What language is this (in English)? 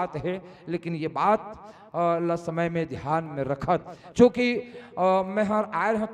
Chhattisgarhi